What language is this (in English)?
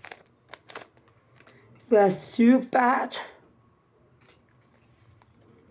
English